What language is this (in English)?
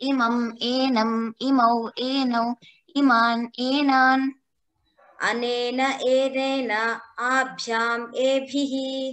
Sanskrit